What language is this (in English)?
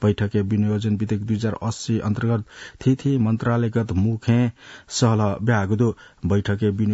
Newari